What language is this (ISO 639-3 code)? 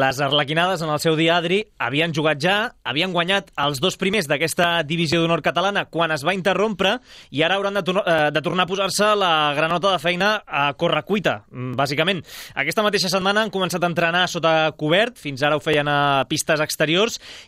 cat